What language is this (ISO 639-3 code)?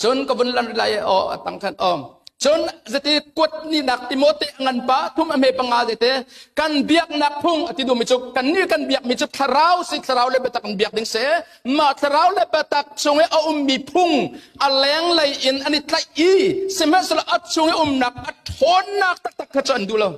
cnh